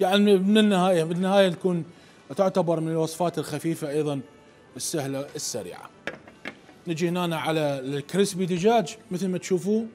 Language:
Mesopotamian Arabic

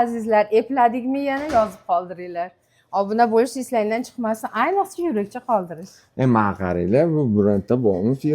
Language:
Uzbek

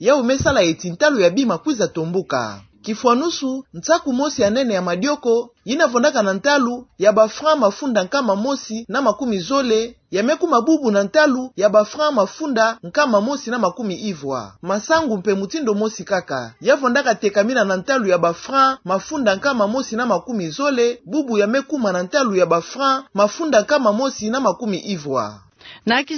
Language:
Kituba (Democratic Republic of Congo)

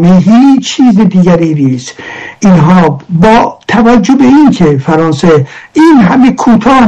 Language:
Persian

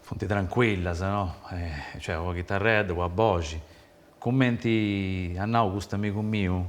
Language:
Sardinian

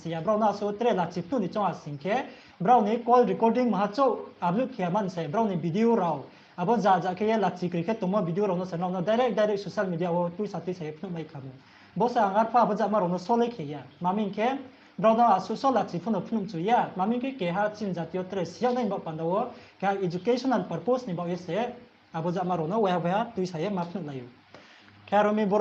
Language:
Riang (India)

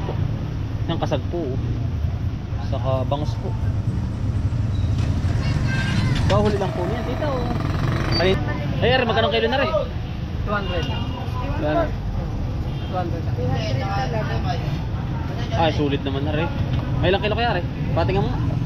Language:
Filipino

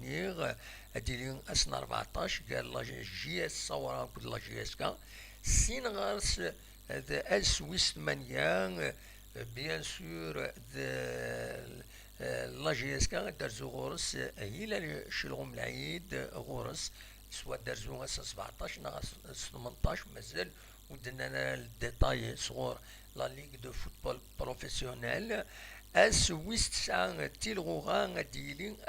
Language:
Kabyle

